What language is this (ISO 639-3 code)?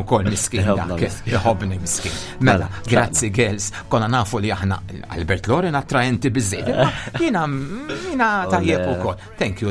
mlt